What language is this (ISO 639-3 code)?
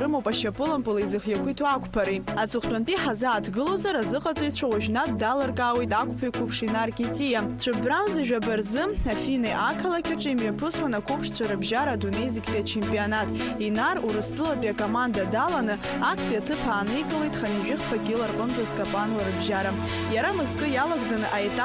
abk